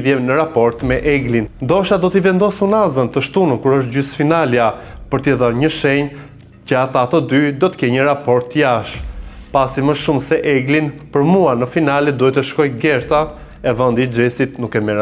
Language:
Albanian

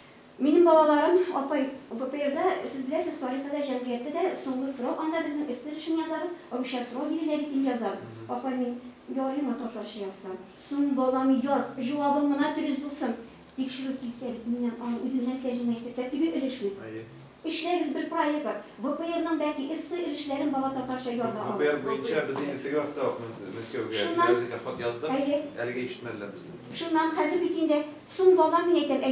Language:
Tatar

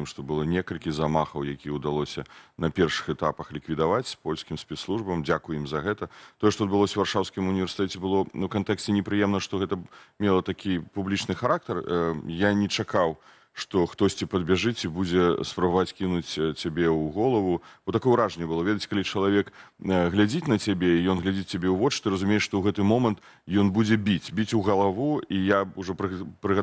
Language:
Belarusian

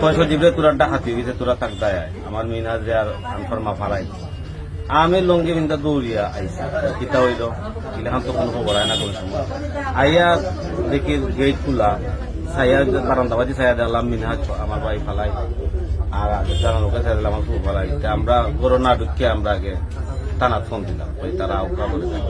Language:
Sylheti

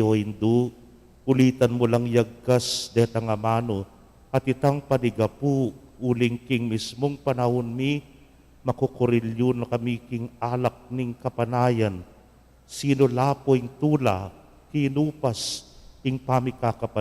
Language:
Pampanga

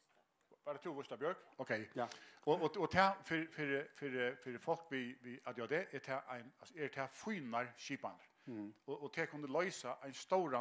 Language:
Faroese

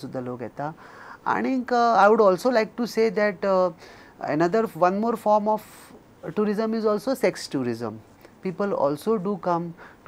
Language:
Konkani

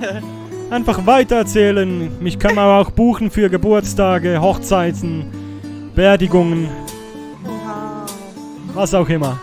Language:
Swiss German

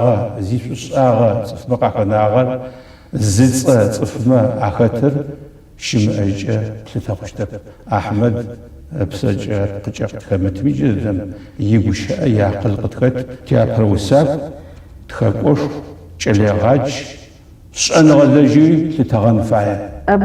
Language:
Adyghe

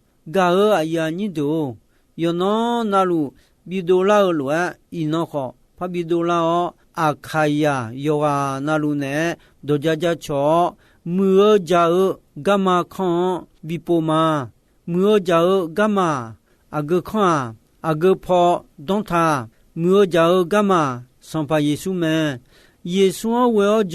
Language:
Akha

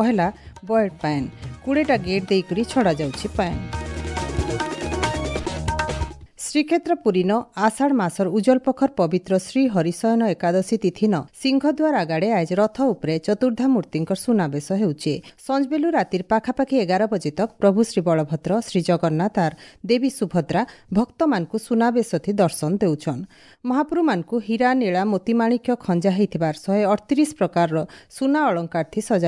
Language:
Odia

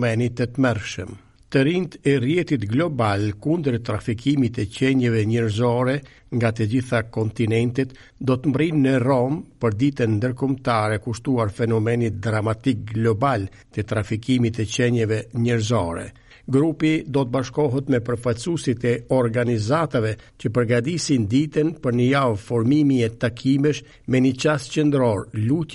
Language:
Albanian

